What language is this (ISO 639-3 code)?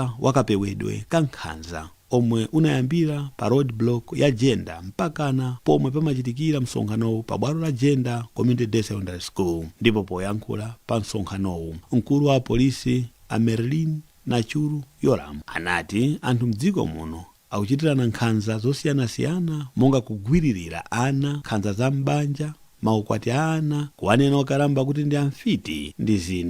nya